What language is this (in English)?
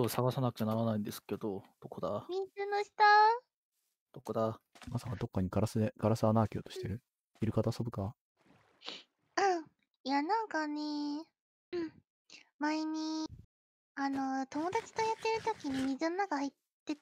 Japanese